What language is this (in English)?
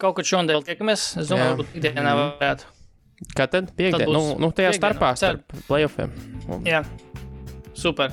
Latvian